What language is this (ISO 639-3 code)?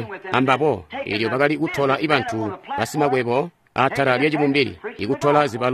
toi